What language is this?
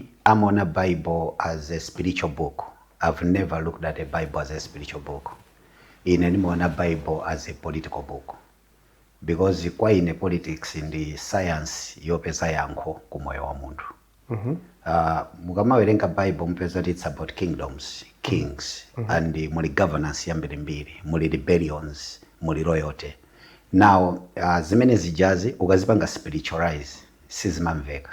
Nyanja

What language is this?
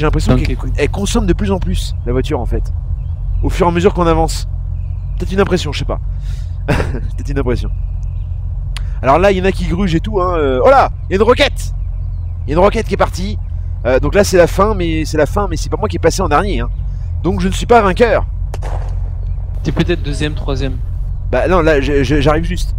French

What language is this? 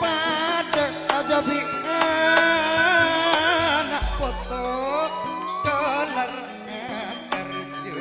Madurese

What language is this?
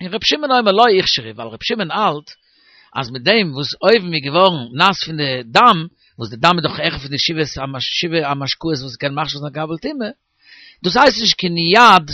Yiddish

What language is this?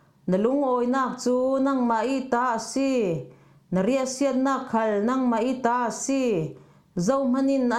Falam Chin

